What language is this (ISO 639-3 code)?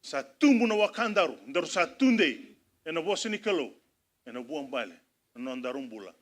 fij